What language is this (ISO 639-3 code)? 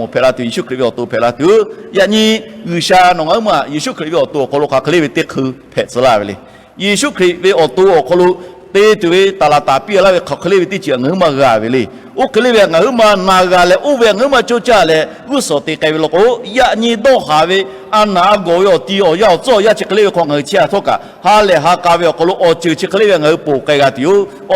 lhu